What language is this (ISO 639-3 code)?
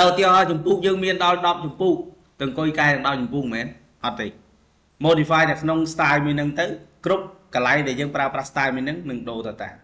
khm